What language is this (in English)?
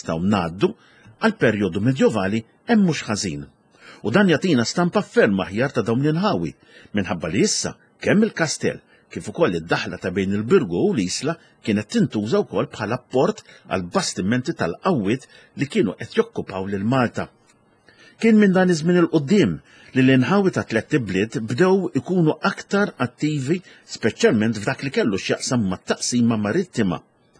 Maltese